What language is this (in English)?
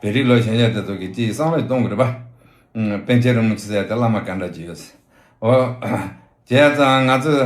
Tibetan